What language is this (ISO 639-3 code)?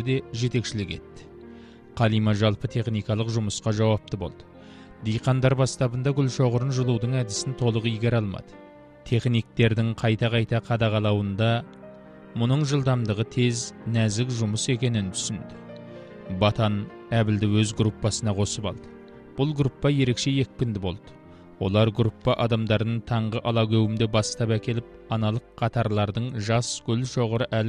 kaz